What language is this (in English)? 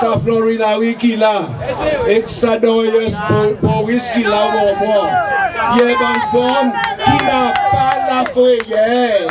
Seselwa Creole French